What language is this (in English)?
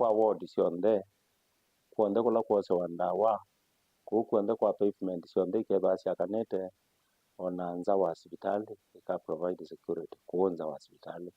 Kamba